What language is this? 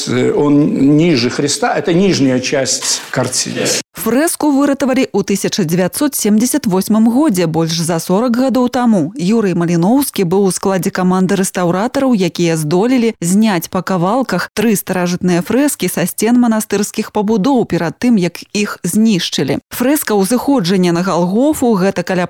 Belarusian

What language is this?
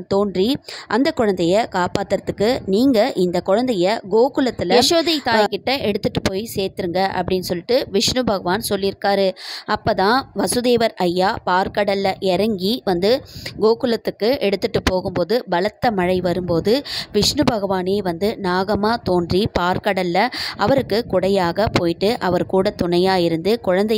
Tamil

